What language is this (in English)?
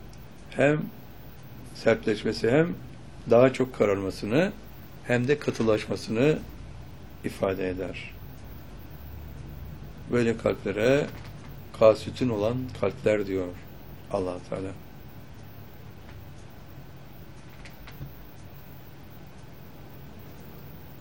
Turkish